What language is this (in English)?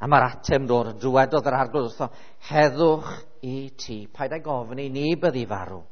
Welsh